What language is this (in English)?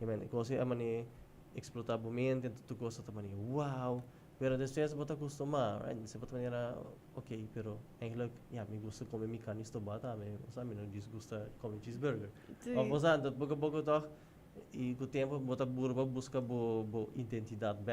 Papiamento